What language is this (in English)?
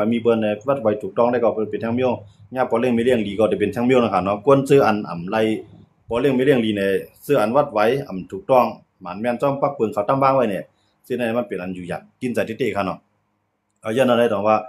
Shan